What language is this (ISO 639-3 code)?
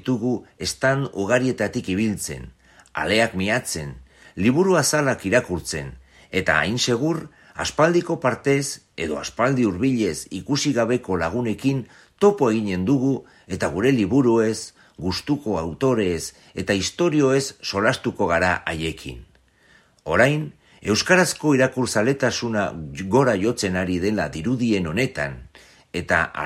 eus